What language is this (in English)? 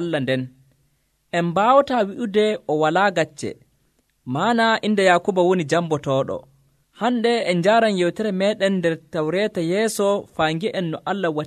Nigerian Fulfulde